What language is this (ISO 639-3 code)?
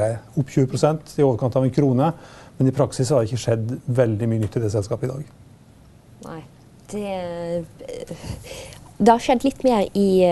nor